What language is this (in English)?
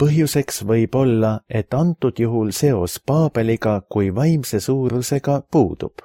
Estonian